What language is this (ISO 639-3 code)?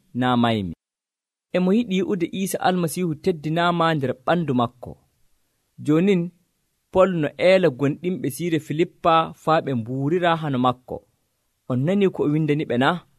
fuv